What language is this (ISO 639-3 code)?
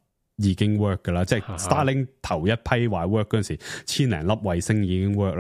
yue